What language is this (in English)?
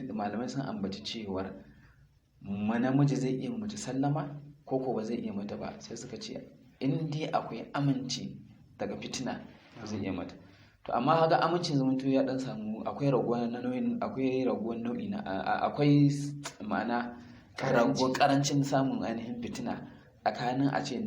Hausa